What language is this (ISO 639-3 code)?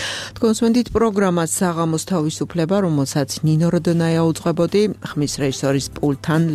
kat